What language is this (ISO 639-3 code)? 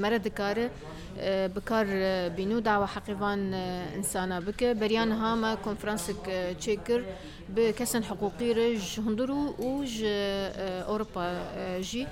kur